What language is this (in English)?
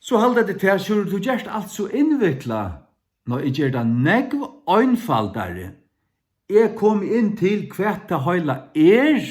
Faroese